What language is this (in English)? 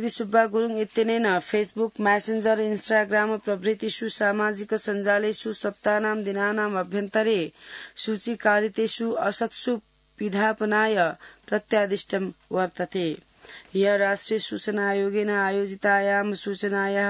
Sanskrit